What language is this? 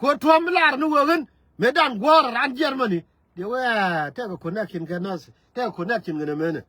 Nuer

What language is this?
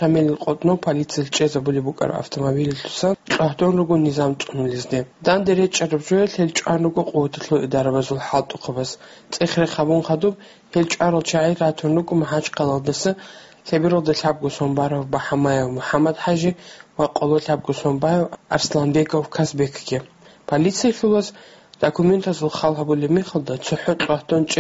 Avaric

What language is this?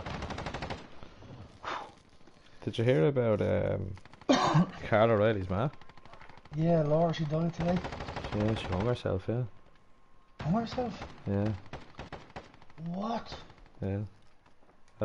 English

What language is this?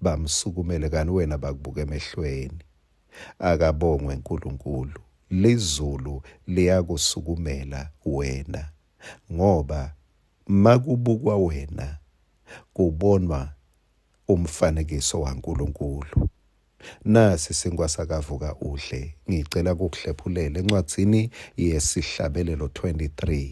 Swati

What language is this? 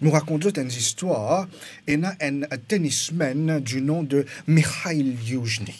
Morisyen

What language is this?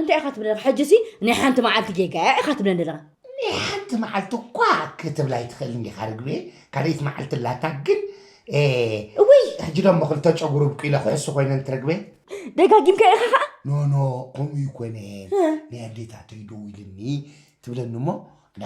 Tigrinya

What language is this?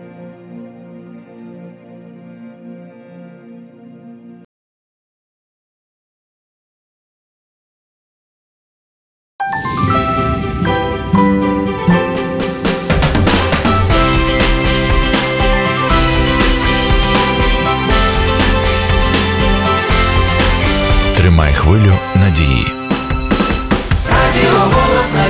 Ukrainian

